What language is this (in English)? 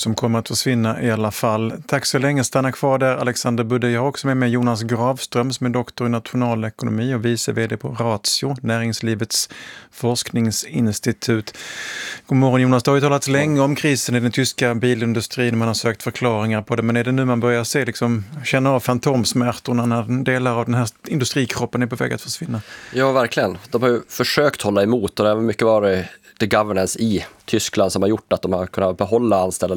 Swedish